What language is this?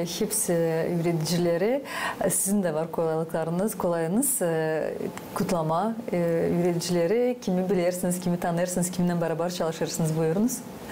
Gagauz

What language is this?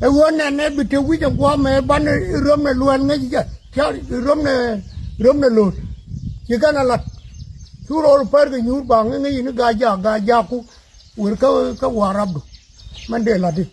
Nuer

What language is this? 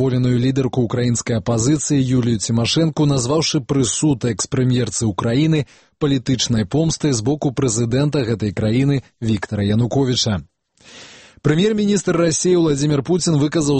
Belarusian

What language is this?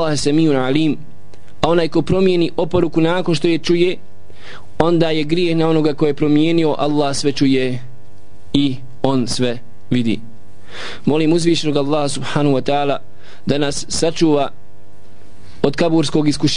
Bosnian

